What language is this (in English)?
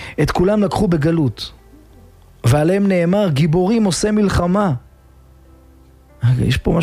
Hebrew